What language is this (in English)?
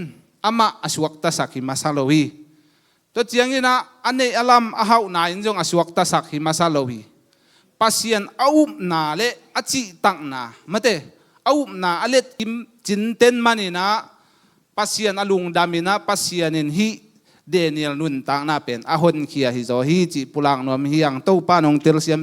Tedim Chin